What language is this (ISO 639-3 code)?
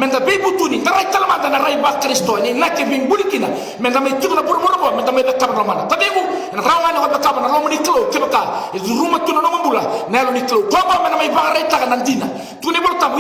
fij